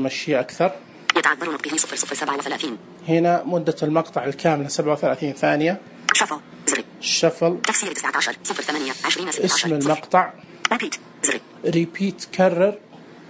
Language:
Najdi Arabic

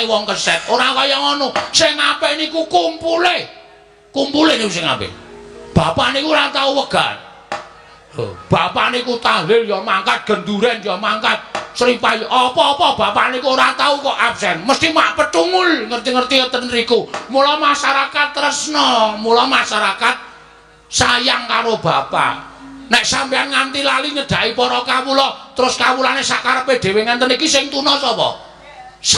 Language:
Javanese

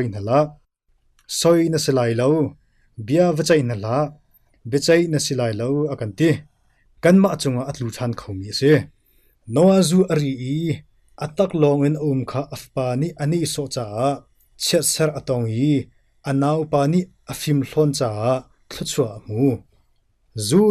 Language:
Hakha Chin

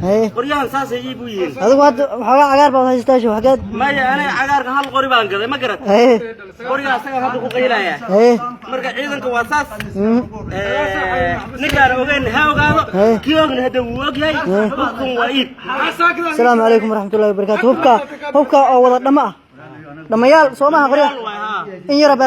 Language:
Somali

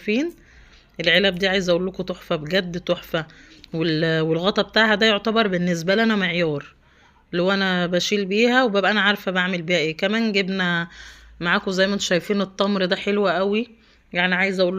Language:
Egyptian Arabic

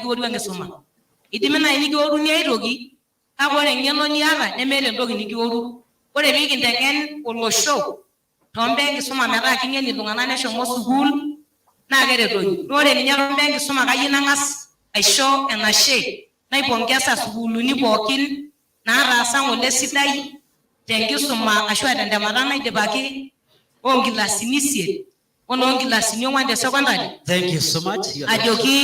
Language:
Masai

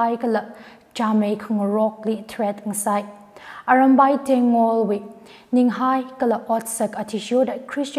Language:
Tangkhul Naga (India)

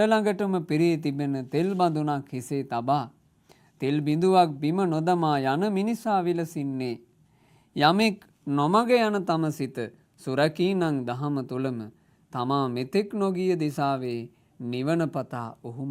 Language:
Sinhala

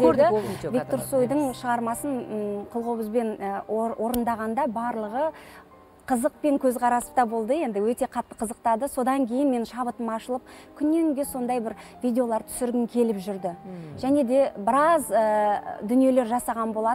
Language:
Kazakh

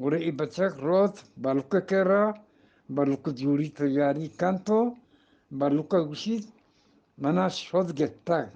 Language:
Eastern Balochi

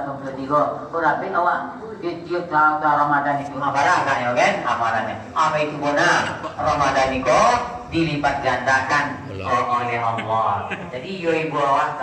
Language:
Minangkabau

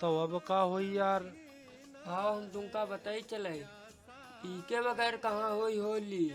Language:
Awadhi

